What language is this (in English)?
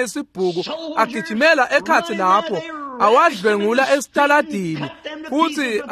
Swati